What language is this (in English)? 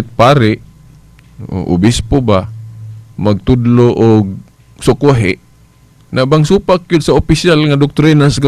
Cebuano